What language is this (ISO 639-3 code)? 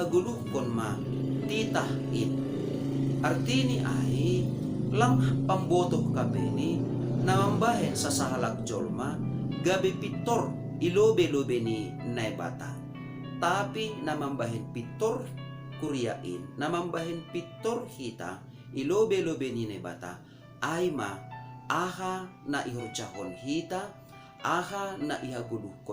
bts